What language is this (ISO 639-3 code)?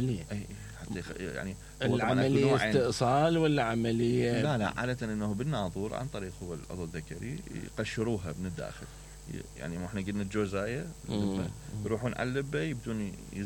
acm